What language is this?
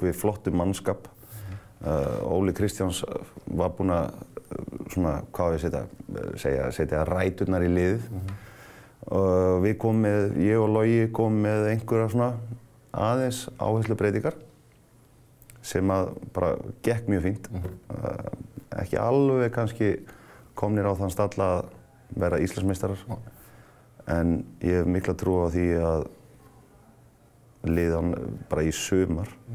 Icelandic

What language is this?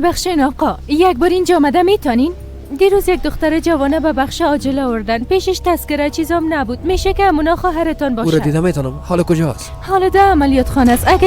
Persian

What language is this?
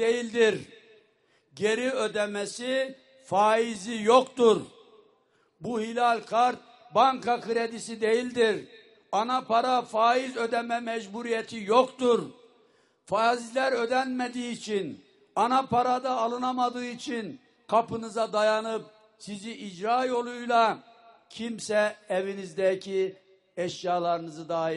Turkish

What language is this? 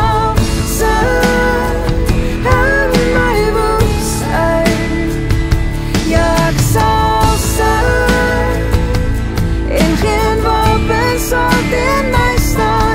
Afrikaans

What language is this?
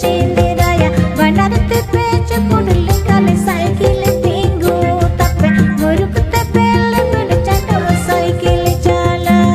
Santali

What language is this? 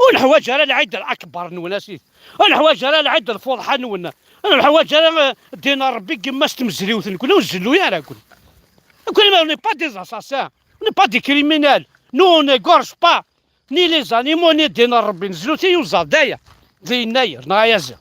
Kabyle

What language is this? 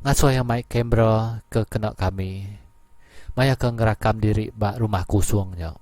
Iban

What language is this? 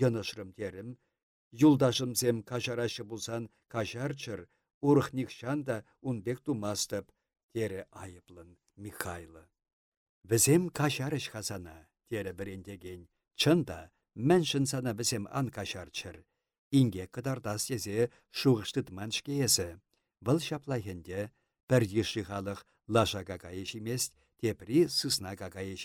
Chuvash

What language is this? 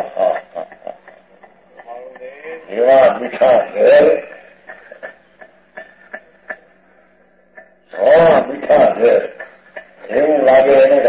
Gujarati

